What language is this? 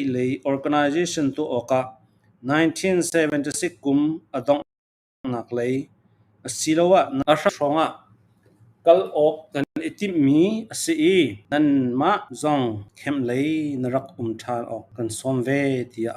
Falam Chin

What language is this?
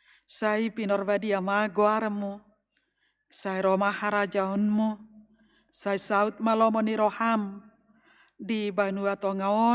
Batak Toba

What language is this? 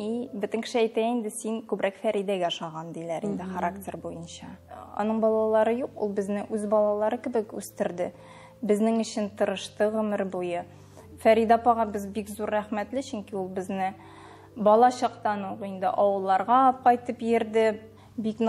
Tatar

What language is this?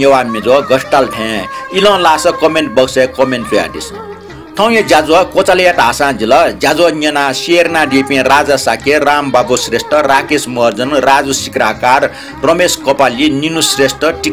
Newari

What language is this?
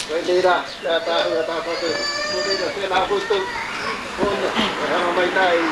Māori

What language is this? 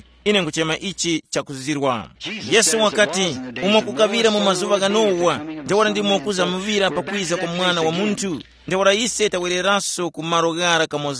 Tumbuka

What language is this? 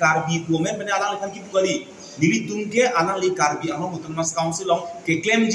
Karbi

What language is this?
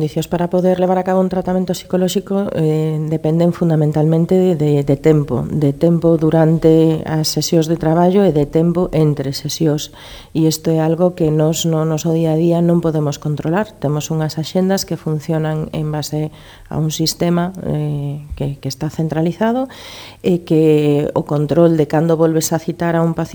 Galician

